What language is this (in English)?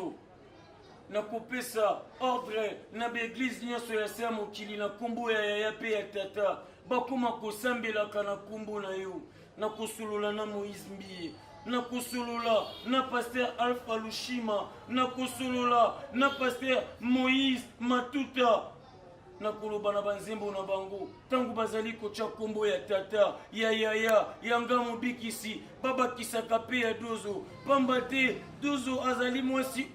Lingala